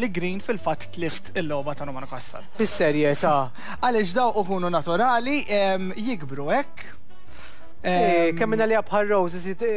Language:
Maltese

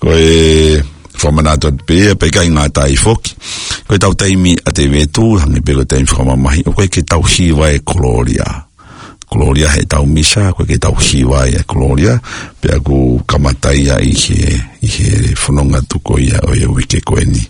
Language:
Tongan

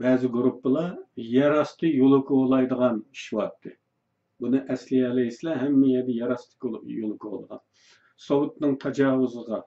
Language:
Uyghur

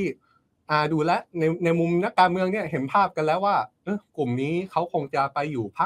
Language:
Thai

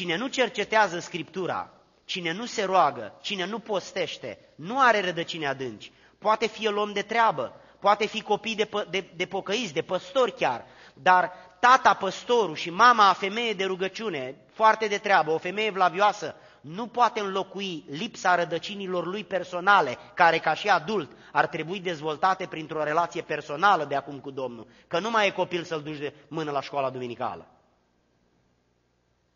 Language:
Romanian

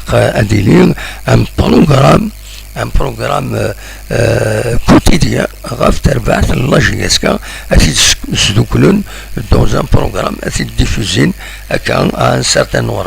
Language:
Kabyle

